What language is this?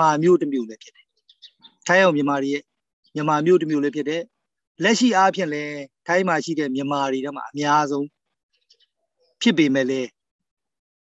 Burmese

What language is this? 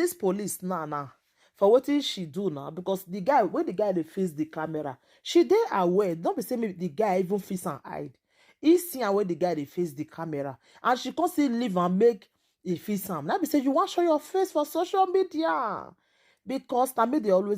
Nigerian Pidgin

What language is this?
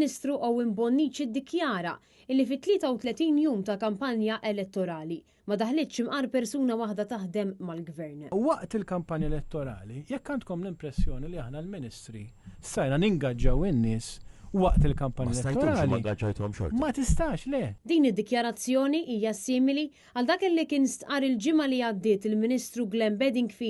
Maltese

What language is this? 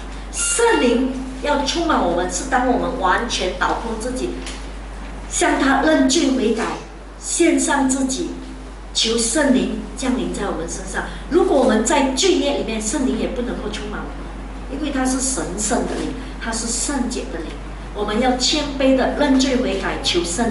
Chinese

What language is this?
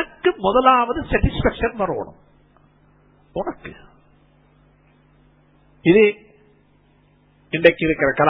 Tamil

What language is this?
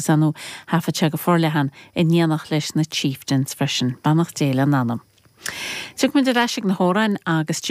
Irish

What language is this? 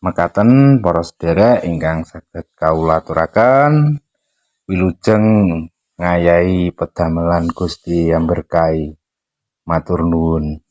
Javanese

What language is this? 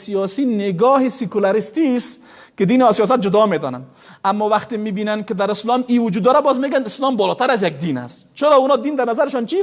Persian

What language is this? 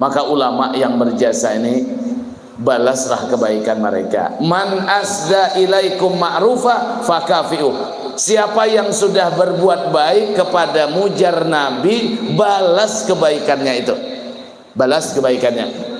Banjar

